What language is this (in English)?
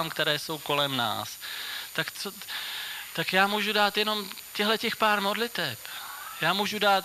Czech